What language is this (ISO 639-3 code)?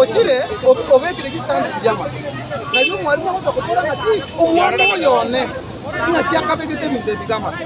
guz